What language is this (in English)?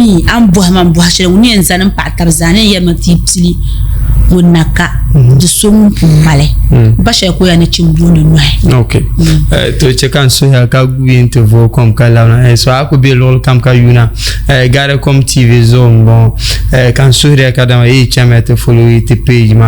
Dagbani